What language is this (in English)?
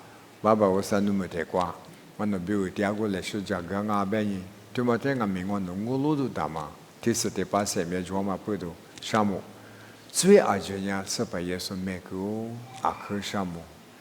Lisu